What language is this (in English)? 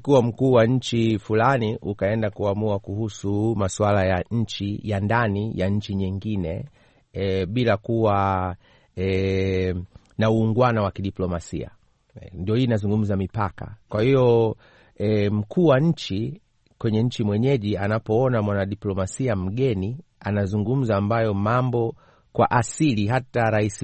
Swahili